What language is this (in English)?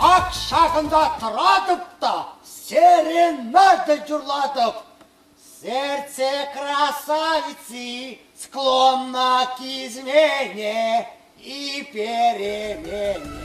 Chuvash